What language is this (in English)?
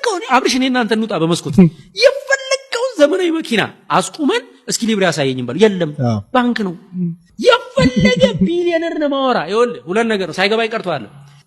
Amharic